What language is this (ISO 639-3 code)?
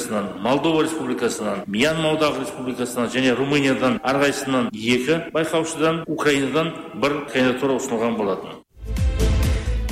kaz